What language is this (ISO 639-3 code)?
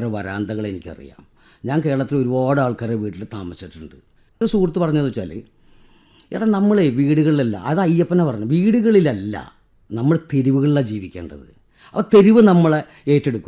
mal